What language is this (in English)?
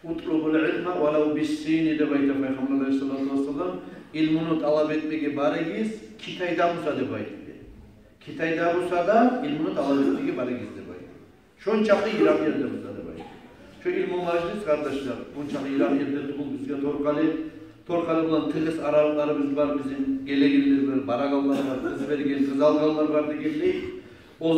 Kumyk